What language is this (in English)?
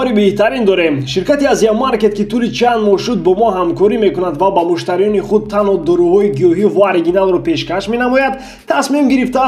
Tajik